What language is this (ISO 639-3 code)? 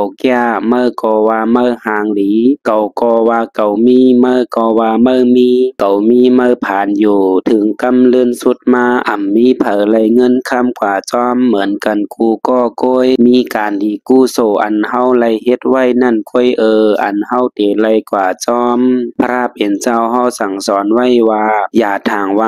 shn